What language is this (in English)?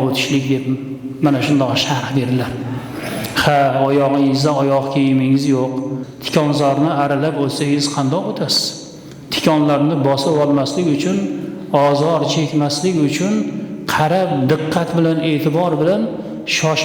Uzbek